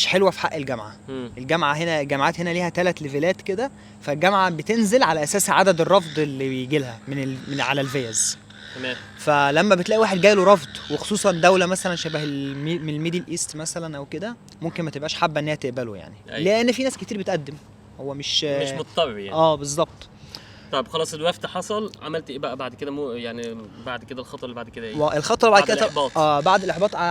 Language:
Egyptian Arabic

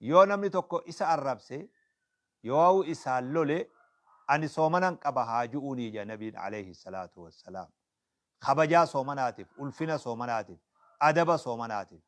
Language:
Oromo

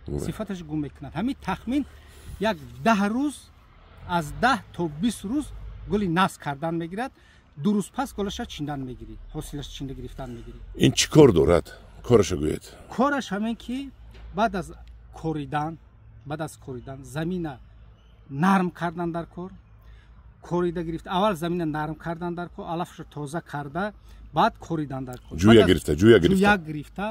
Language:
Tajik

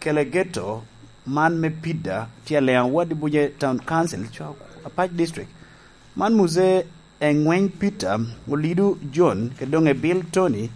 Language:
Lango (Uganda)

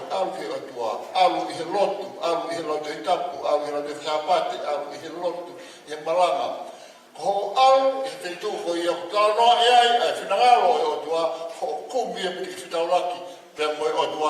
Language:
Tongan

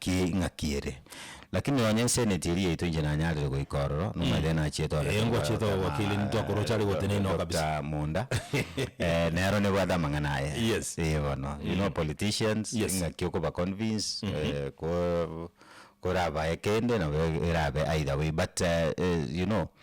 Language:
Gusii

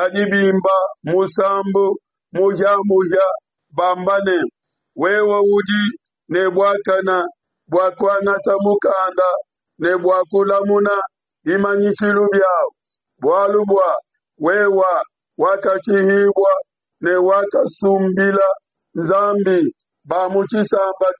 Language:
Luba-Lulua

